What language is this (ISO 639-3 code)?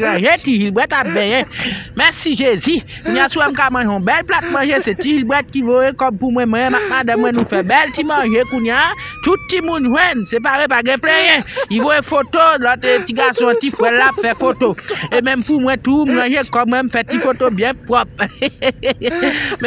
hat